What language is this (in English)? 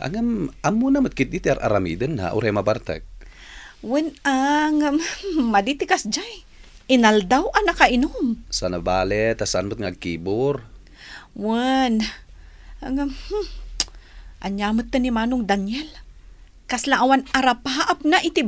Iloko